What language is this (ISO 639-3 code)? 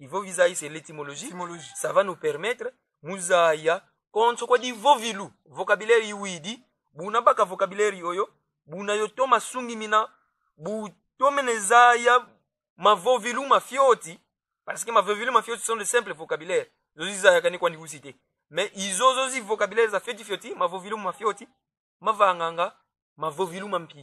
kon